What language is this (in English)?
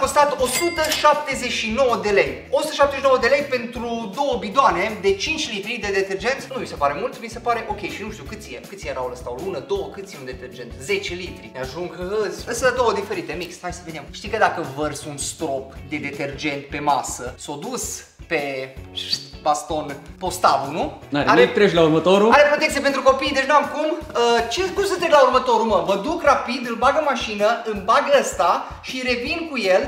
Romanian